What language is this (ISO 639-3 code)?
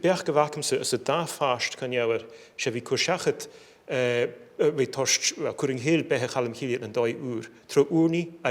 gla